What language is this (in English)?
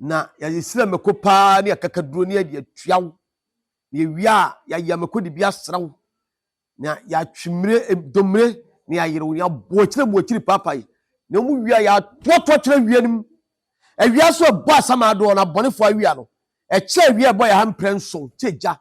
Akan